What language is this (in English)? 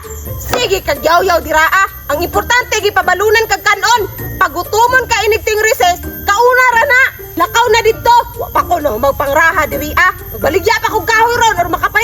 Cebuano